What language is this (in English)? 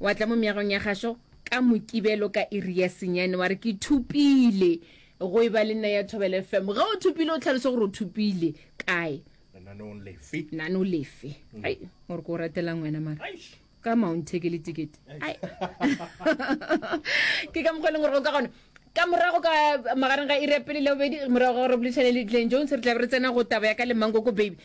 Northern Sotho